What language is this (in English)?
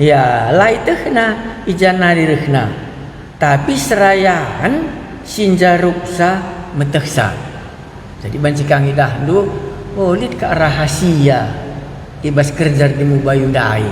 Batak Karo